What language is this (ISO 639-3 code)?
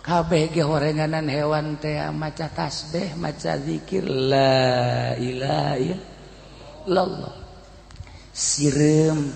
sun